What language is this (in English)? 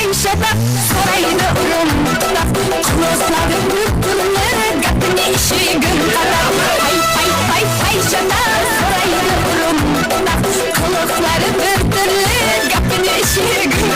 Kara-Kalpak